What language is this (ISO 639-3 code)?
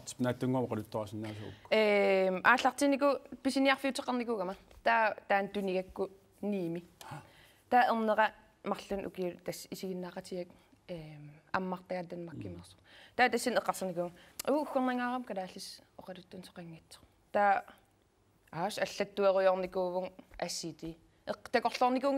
kal